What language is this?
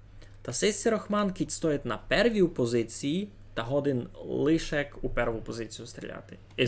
Rusyn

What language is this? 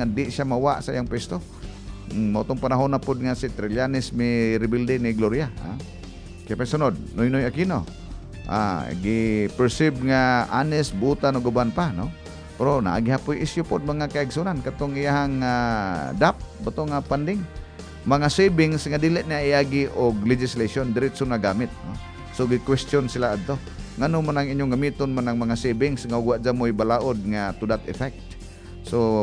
Cebuano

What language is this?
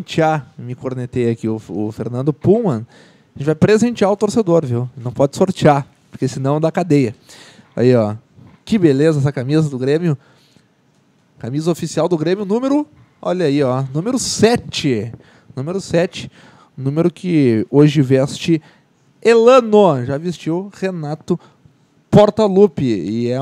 Portuguese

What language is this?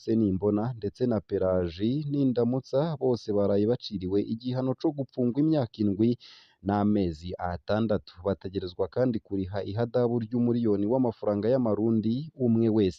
Rundi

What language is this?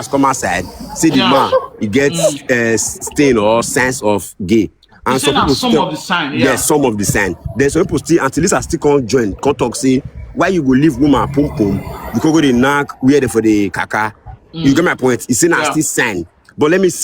Nigerian Pidgin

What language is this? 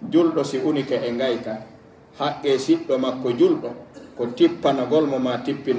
Pular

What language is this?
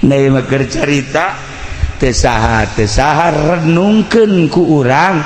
Sundanese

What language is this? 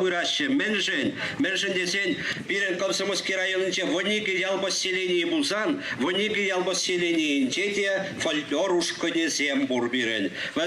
Chuvash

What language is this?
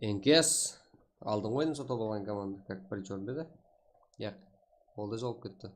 Kara-Kalpak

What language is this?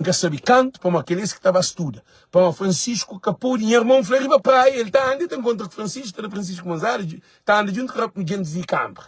Kabuverdianu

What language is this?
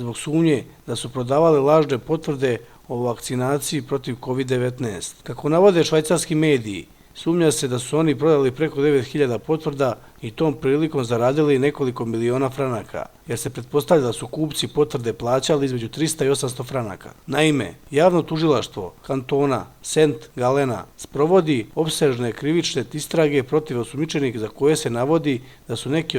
Serbian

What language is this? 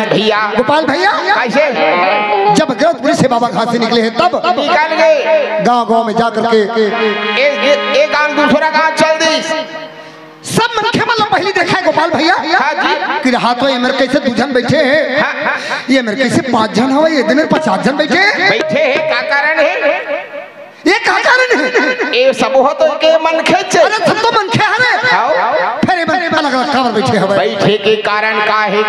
Chhattisgarhi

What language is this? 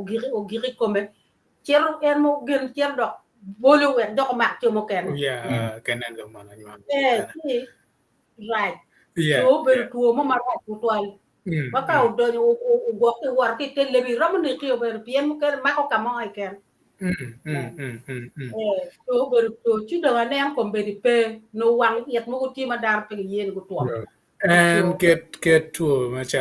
Acoli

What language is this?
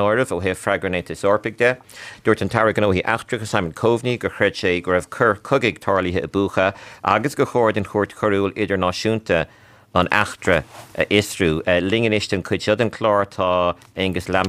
Irish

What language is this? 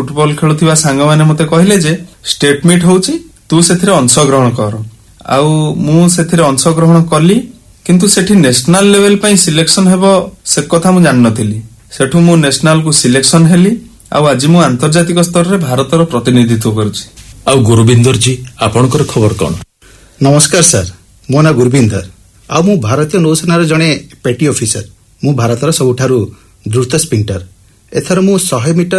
Odia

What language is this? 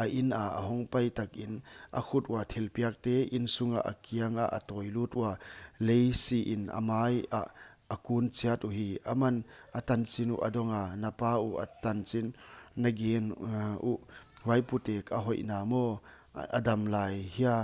Paite Chin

